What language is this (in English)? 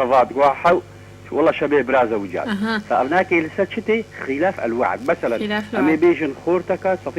Kurdish